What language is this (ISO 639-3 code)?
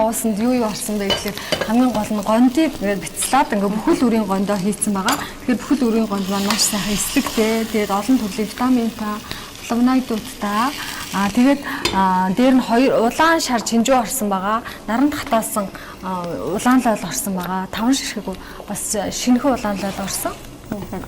mon